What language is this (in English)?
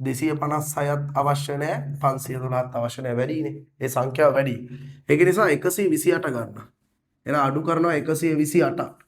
Sinhala